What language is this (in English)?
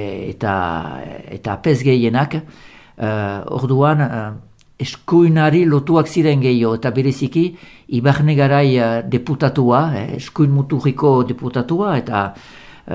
Basque